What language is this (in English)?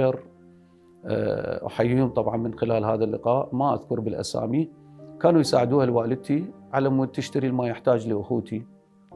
Mesopotamian Arabic